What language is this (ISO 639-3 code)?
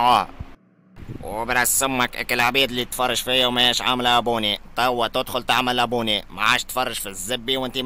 aeb